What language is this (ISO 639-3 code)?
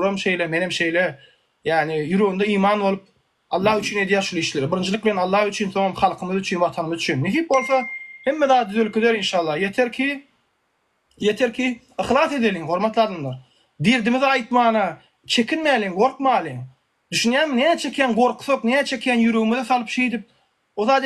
tuk